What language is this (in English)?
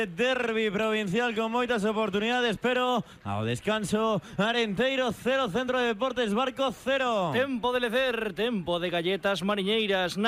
Galician